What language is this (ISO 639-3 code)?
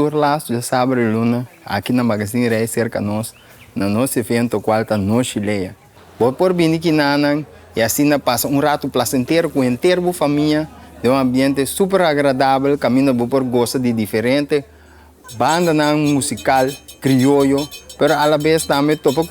pap